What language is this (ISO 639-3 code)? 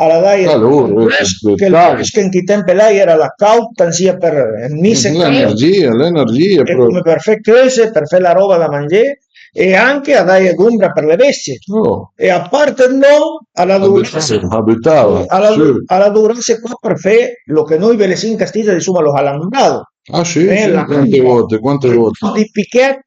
pms